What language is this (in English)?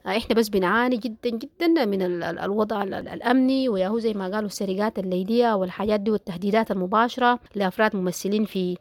Sudanese Arabic